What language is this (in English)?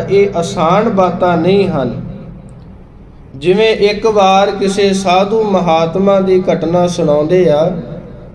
Punjabi